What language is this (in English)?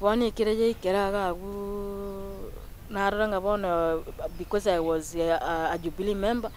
Gusii